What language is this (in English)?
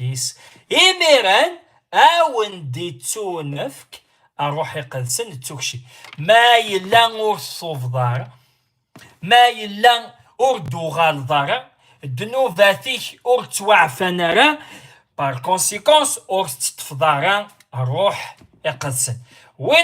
Kabyle